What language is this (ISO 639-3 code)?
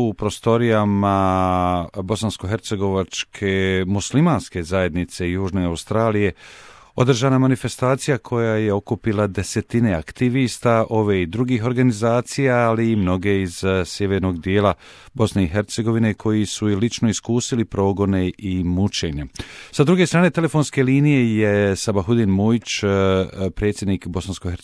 bos